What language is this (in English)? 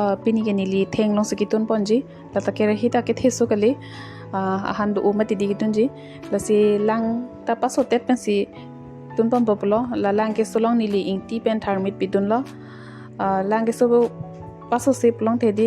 Karbi